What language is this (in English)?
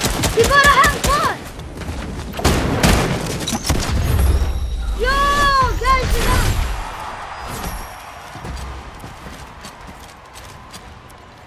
Swedish